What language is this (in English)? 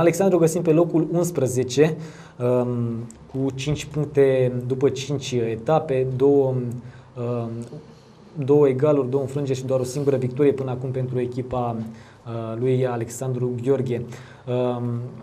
Romanian